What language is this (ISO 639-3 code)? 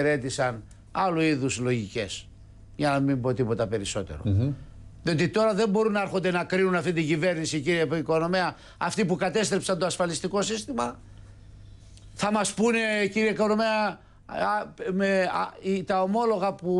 ell